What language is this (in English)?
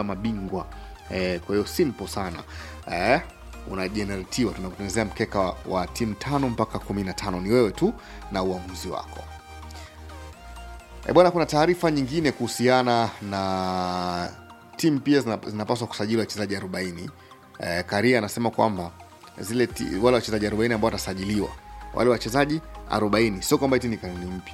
Swahili